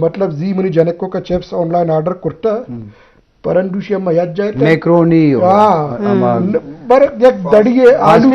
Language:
Eastern Balochi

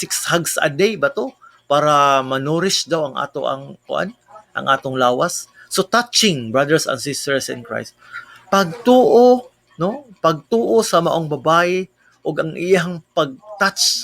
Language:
Cebuano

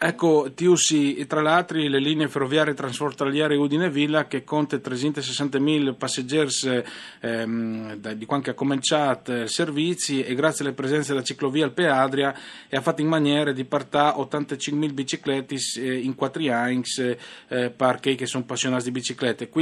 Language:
Friulian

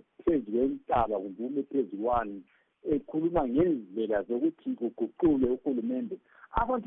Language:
North Ndebele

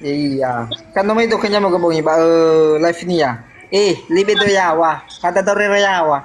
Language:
Nias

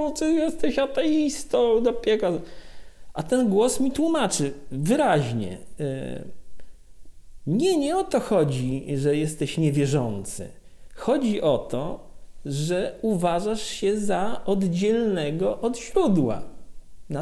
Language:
Polish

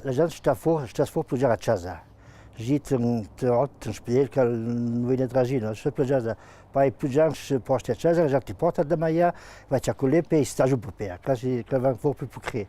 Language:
Ladin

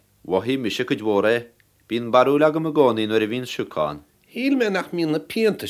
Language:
Irish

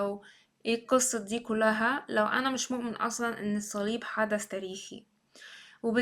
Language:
Egyptian Arabic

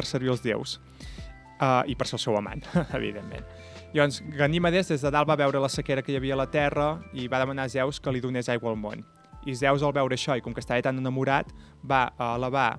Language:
Catalan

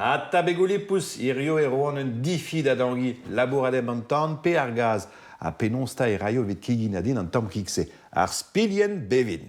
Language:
Breton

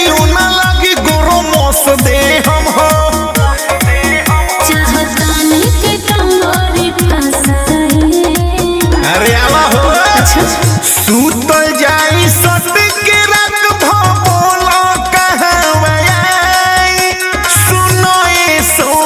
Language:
Bhojpuri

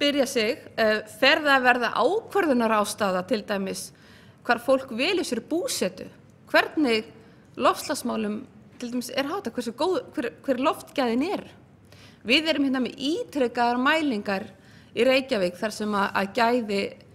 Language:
Icelandic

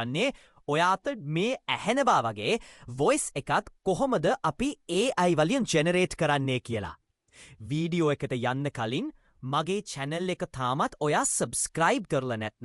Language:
Sinhala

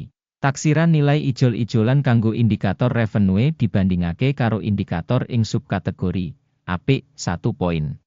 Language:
Javanese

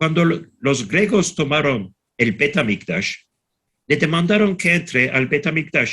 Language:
Ladino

